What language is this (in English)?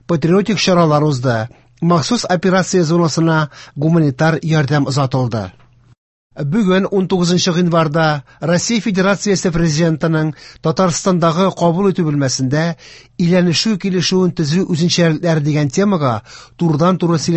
Tatar